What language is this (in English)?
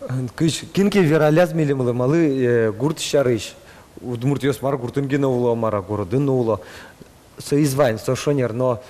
Udmurt